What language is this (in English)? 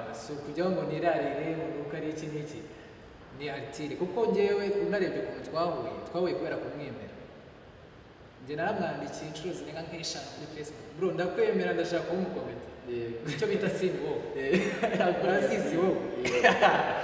Kinyarwanda